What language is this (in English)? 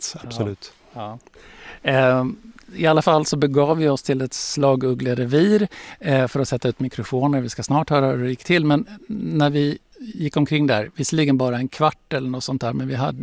Swedish